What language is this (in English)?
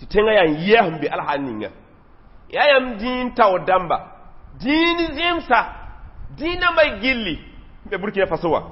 Mossi